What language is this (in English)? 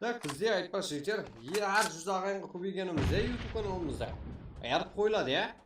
Kara-Kalpak